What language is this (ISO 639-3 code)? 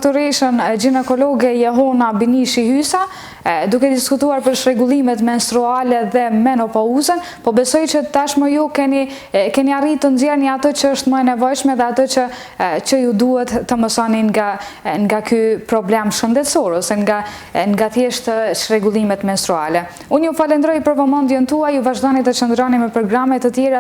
sqi